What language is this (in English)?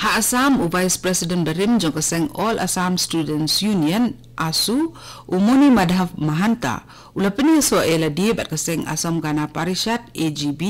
Khasi